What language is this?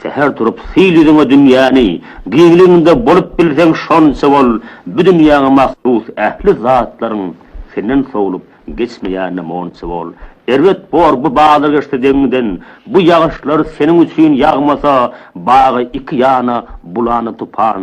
Turkmen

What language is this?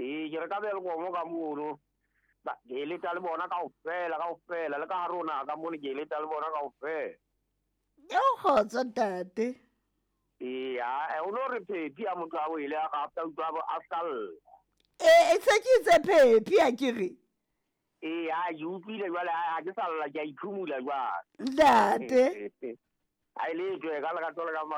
Southern Sotho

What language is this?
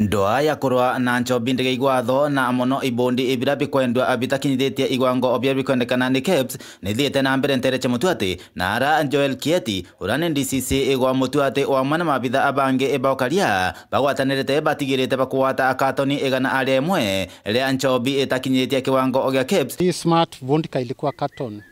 Meru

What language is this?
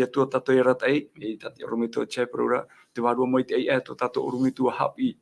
Tahitian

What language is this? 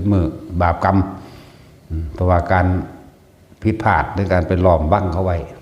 Northeastern Thai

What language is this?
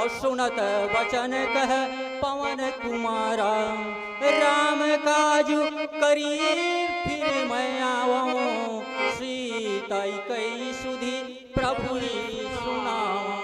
Chhattisgarhi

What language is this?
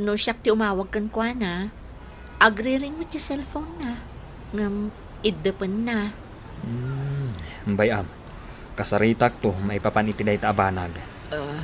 Iloko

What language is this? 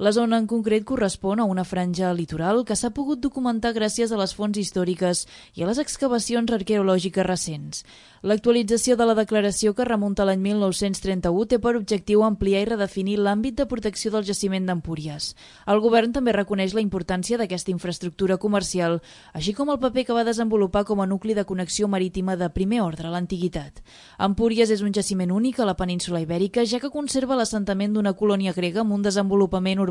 Catalan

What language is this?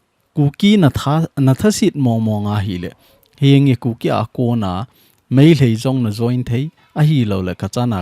Thado Chin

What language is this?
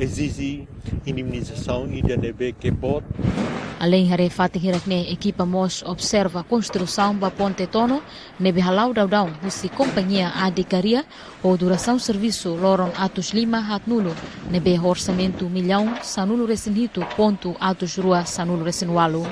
Tetum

